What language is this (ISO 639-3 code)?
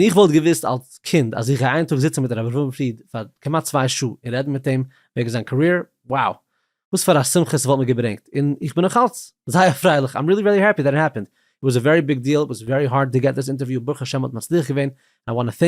yid